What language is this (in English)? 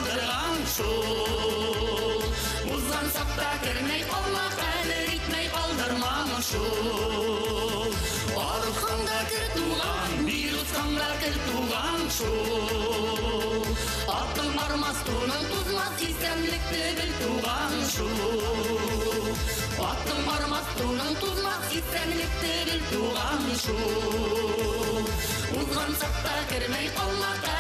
Bashkir